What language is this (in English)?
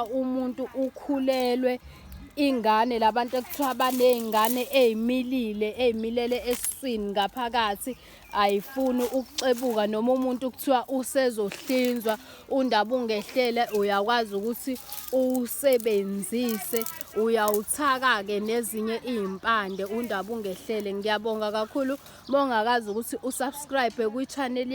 Zulu